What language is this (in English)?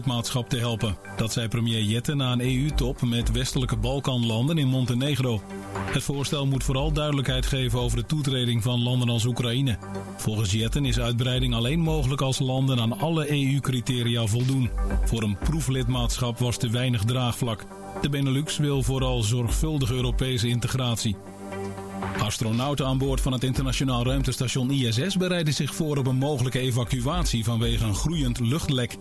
Dutch